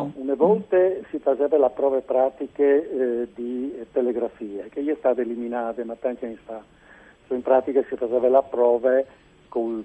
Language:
Friulian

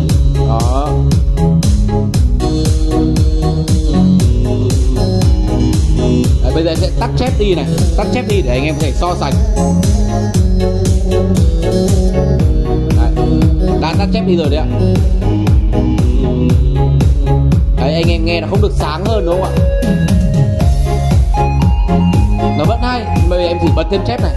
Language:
Vietnamese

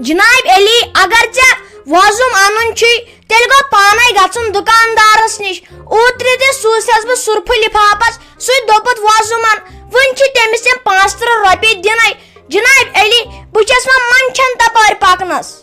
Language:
Kashmiri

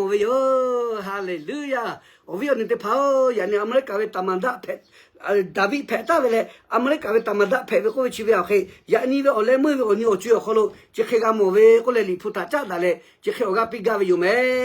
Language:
Lahu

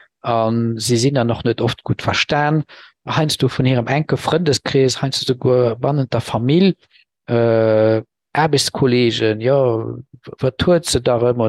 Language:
Luxembourgish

